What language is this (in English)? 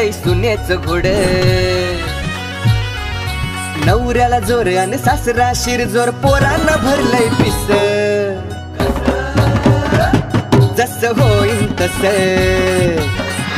Marathi